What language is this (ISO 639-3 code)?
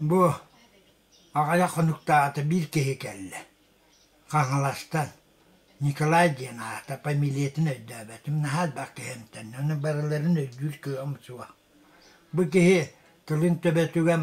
sah